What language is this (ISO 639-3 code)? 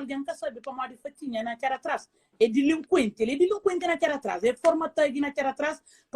kea